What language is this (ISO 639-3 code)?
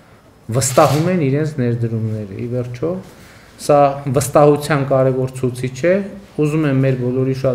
hye